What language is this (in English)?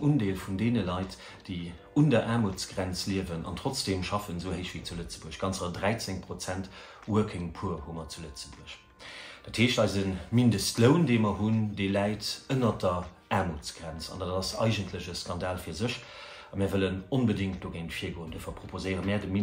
Luxembourgish